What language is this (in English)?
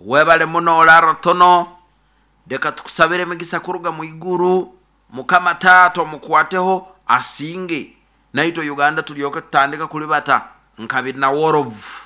Nyoro